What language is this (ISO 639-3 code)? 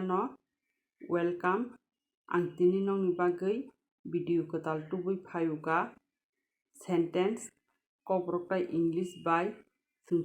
trp